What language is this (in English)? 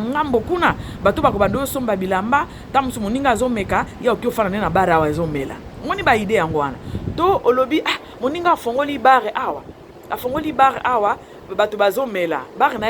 Lingala